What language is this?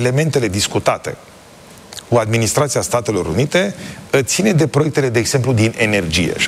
Romanian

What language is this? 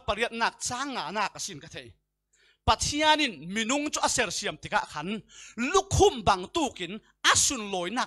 Falam Chin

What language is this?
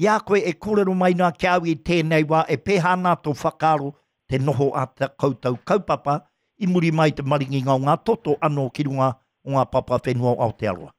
Māori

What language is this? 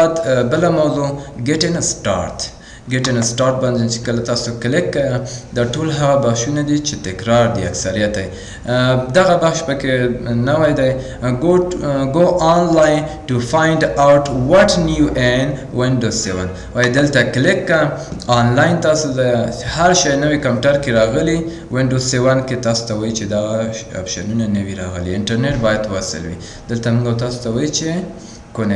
Pashto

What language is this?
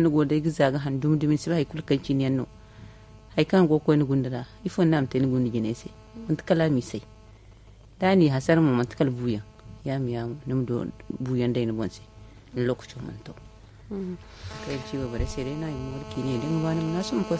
Zarma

